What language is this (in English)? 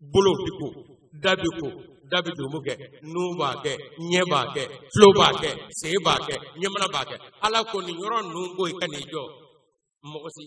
Bambara